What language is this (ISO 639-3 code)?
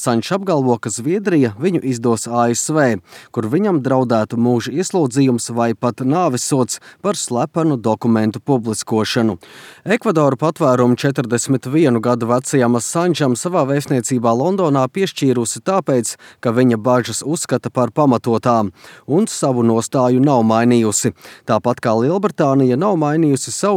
lav